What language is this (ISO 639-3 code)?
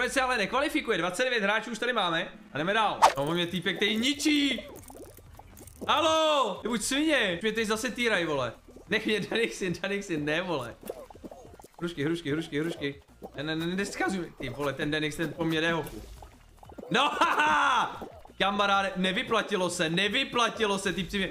ces